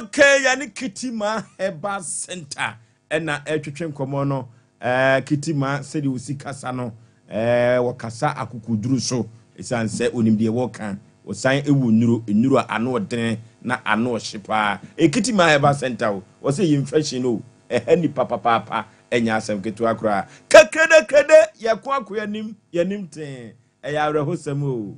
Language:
Akan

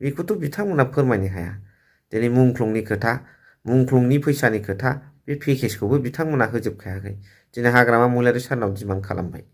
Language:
Bodo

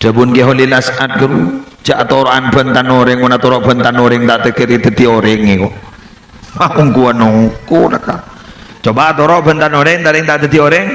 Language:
Madurese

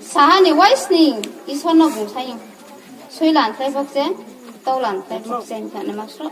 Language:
Riang (India)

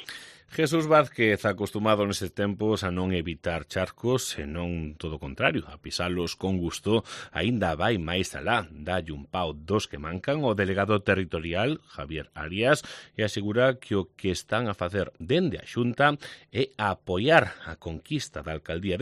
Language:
Galician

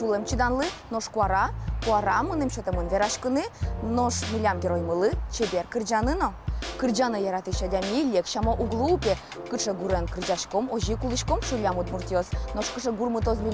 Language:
Udmurt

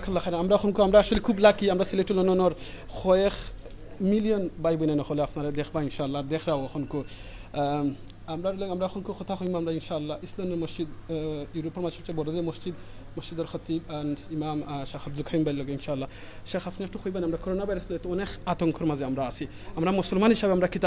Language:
Sylheti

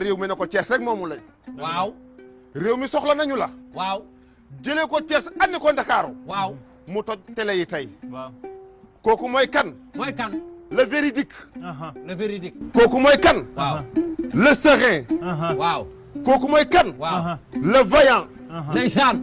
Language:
Wolof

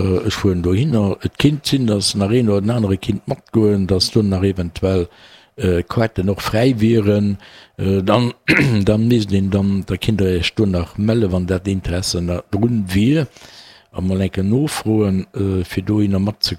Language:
Luxembourgish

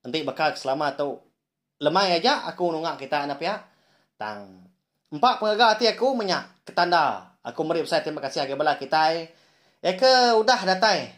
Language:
Iban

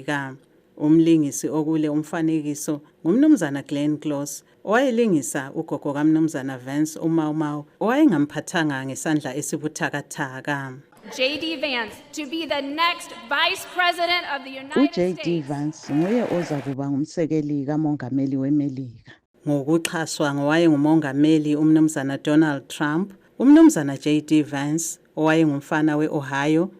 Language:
North Ndebele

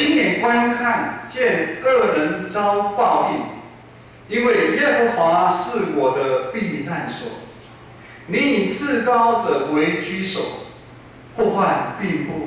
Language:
Min Nan Chinese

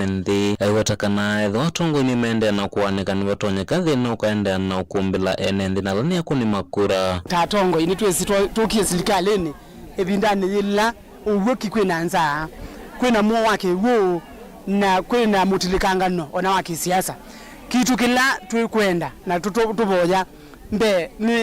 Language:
Kamba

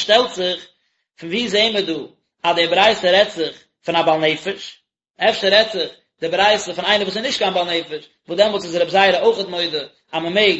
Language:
Yiddish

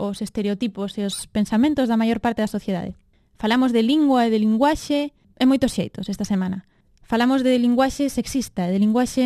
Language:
Galician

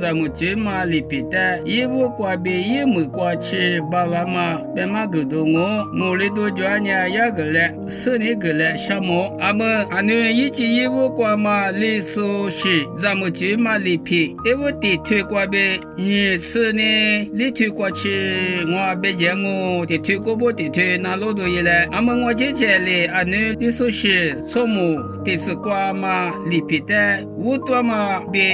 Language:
Lisu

